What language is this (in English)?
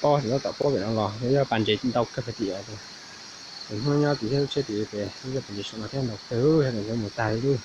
Hmong